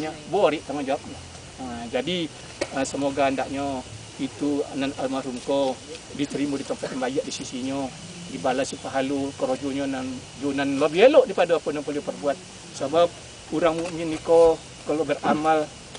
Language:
Minangkabau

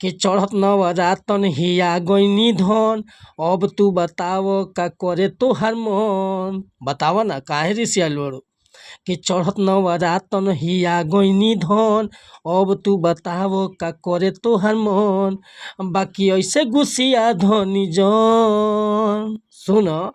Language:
Bhojpuri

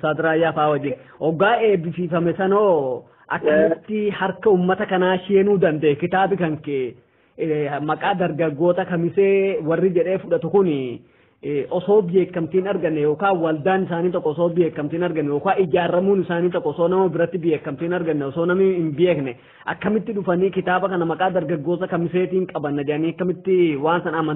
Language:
Oromo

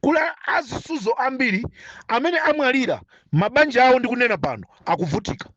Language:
Nyanja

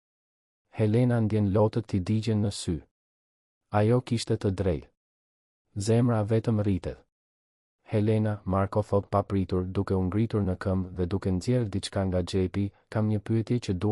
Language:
Albanian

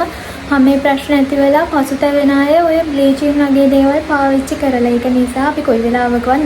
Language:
Sinhala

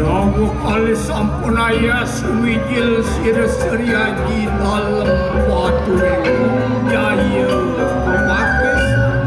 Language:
Balinese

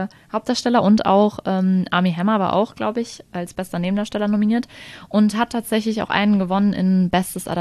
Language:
German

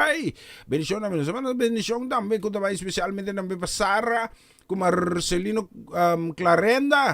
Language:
Papiamento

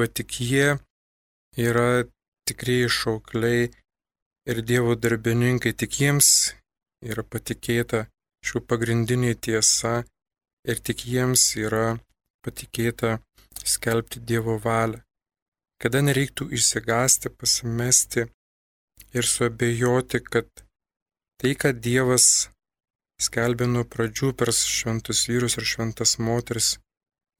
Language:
Lithuanian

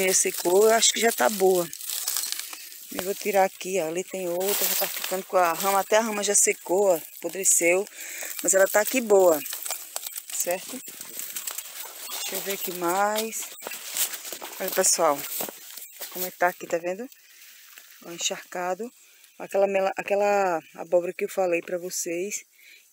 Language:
Portuguese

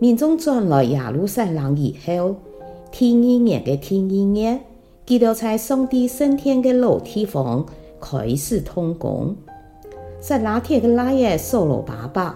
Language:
Hakka Chinese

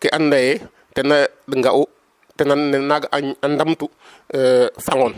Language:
Serer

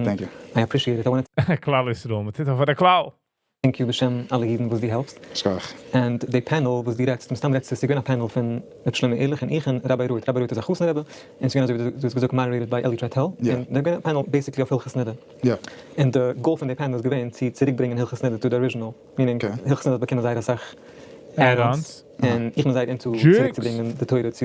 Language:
Yiddish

